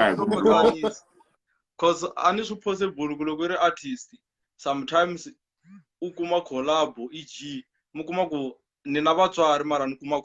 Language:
Tsonga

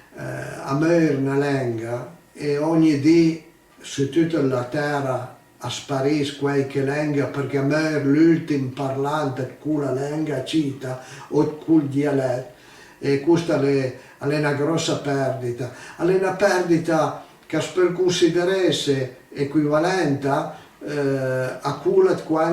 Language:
Piedmontese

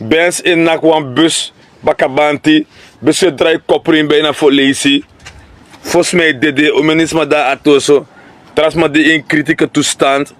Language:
Sranan Tongo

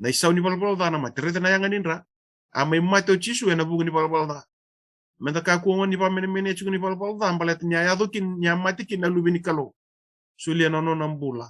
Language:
Fijian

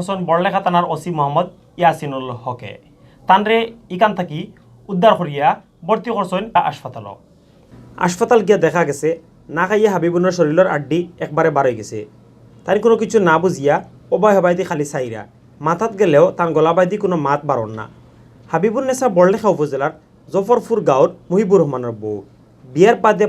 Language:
Sylheti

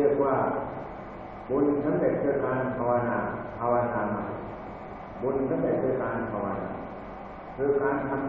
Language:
Thai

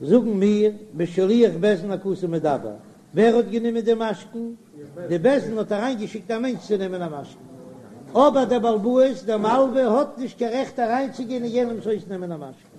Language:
Yiddish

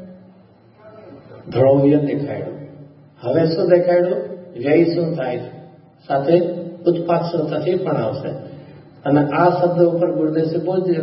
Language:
Gujarati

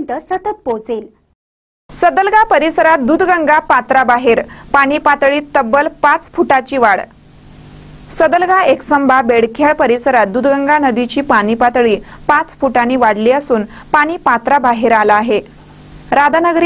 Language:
Marathi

